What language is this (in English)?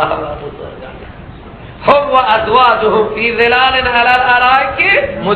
Persian